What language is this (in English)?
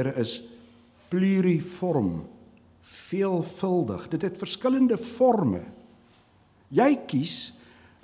Afrikaans